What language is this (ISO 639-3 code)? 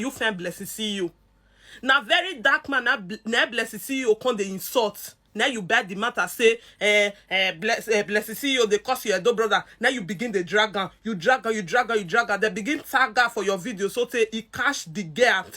pcm